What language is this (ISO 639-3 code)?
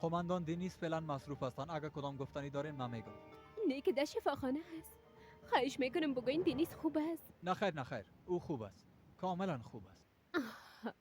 fas